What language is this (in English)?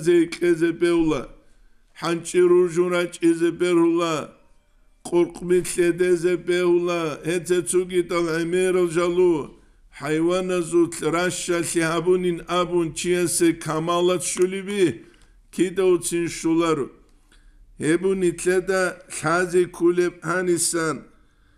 Avaric